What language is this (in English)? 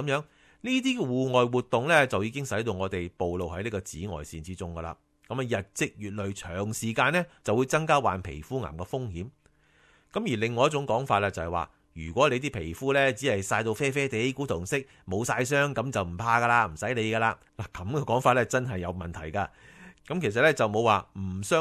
Cantonese